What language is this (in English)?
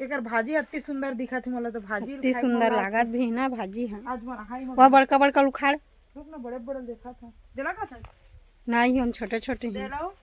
Chhattisgarhi